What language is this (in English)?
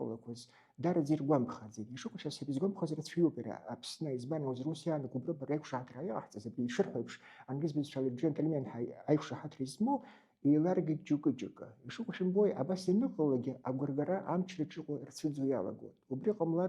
Abkhazian